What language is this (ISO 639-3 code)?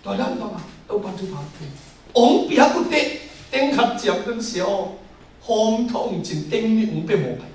ctd